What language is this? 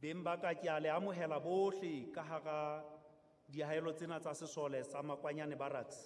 Southern Sotho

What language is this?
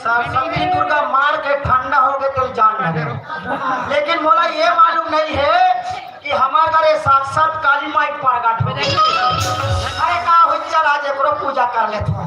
Chhattisgarhi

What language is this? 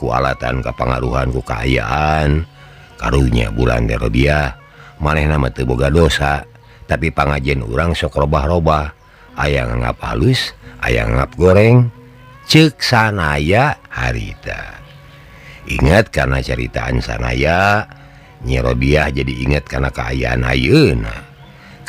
Sundanese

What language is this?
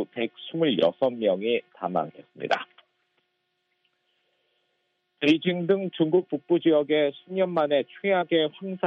Korean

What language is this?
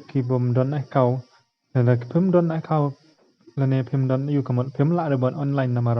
Khasi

